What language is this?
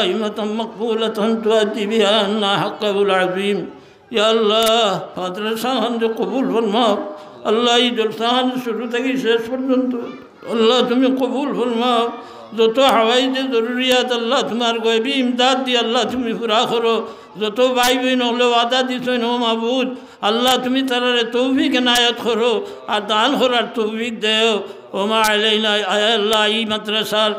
Sylheti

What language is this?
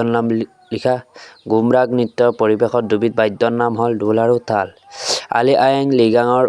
Assamese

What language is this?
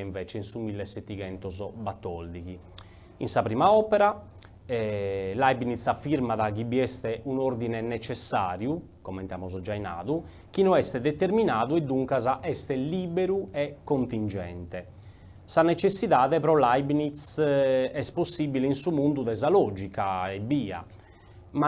Sardinian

